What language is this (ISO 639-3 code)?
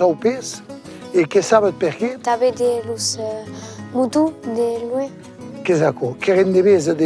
oci